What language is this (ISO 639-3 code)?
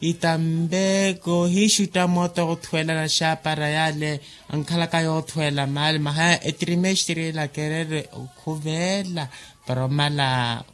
vmw